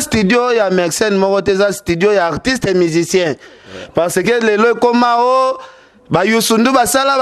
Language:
Lingala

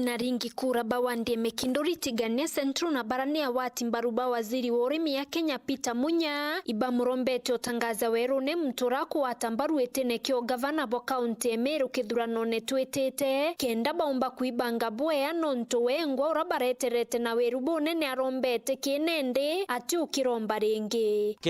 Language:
Meru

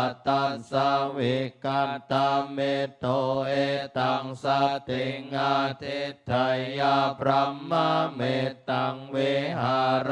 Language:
Pali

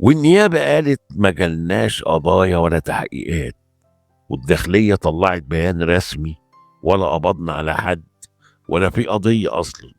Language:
Egyptian Arabic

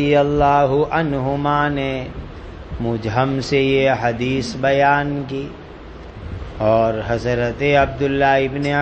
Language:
Urdu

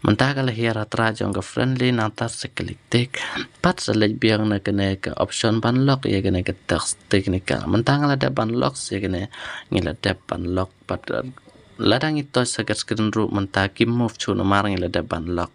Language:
Khasi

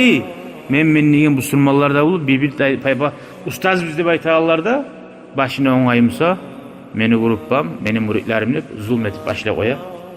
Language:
Kumyk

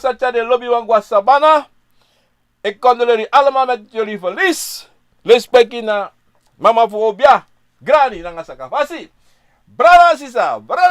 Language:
Sranan Tongo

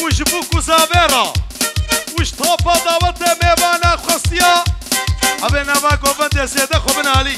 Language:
Kurdish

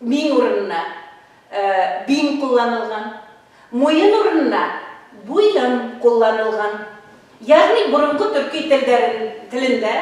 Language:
Bashkir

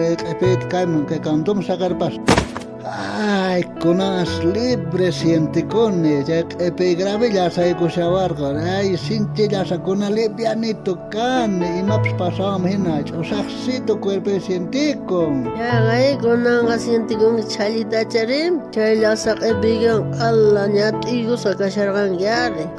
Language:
South Bolivian Quechua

